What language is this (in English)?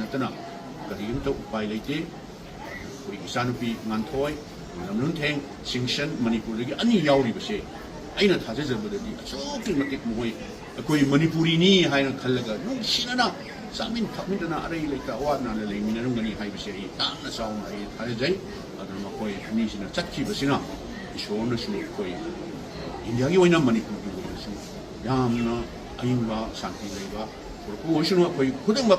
Manipuri